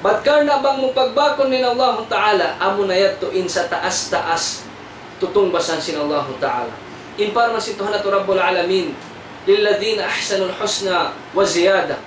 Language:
Tausug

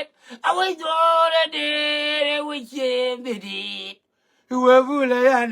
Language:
Nuer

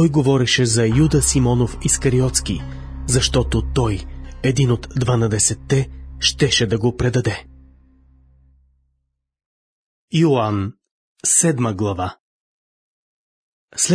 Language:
Bulgarian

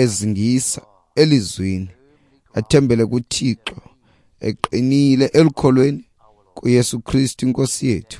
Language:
Xhosa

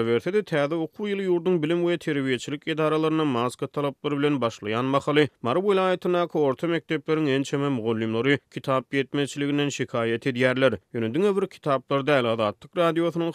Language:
Turkmen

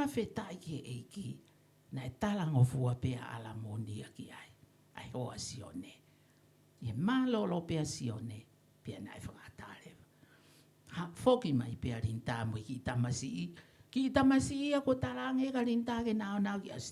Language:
Tongan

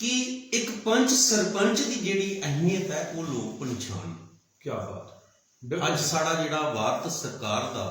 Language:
Dogri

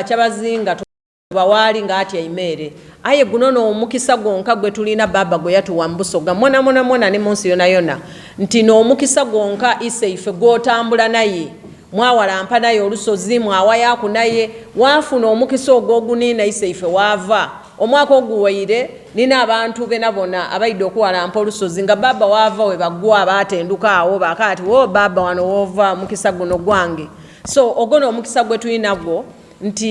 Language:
Soga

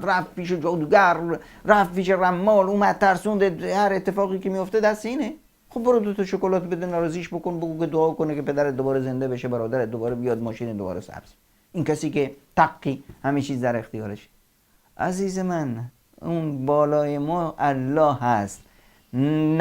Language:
Persian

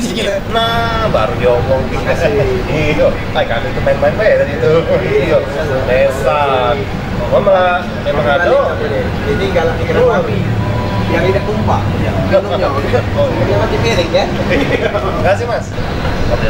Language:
Musi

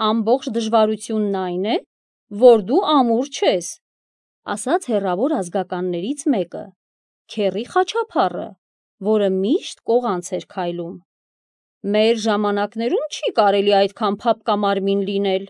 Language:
Armenian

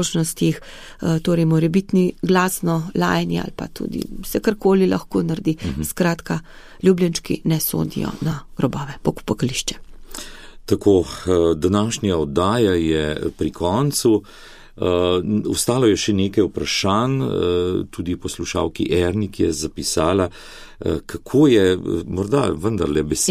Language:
Slovenian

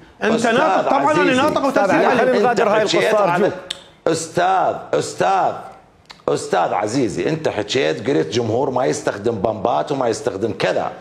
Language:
Mesopotamian Arabic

